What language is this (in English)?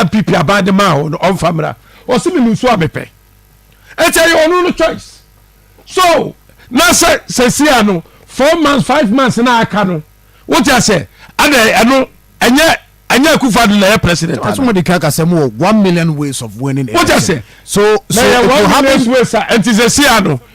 Akan